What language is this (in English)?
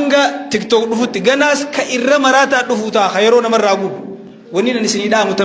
Oromo